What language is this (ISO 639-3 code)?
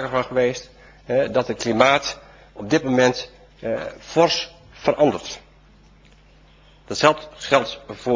nld